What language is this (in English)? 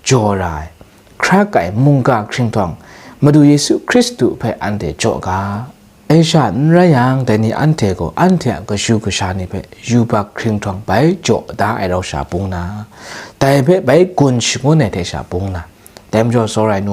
Kachin